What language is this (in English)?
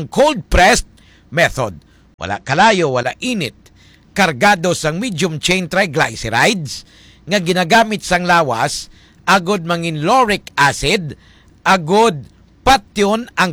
Hiligaynon